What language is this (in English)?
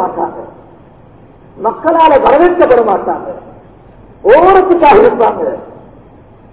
Tamil